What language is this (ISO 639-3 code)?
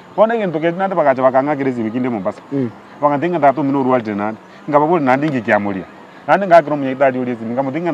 guz